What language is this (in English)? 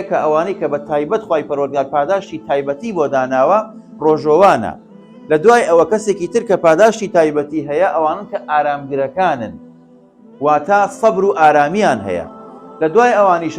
Central Kurdish